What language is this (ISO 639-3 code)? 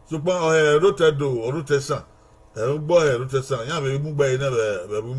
bin